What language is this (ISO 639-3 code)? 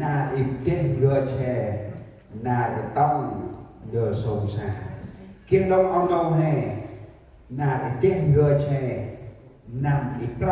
cmo